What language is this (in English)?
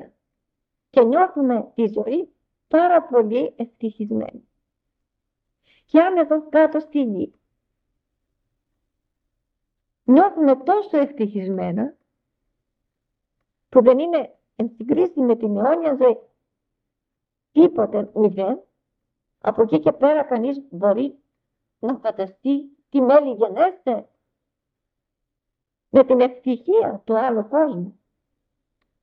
Greek